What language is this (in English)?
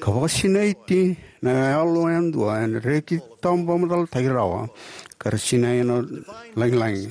Fijian